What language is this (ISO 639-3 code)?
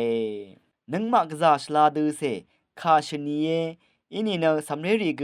raw